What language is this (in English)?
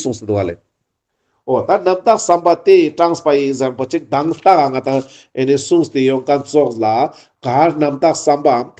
Ladakhi